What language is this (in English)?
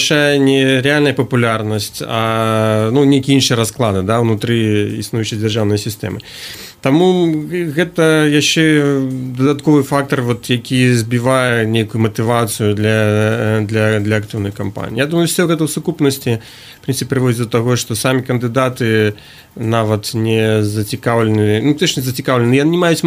Belarusian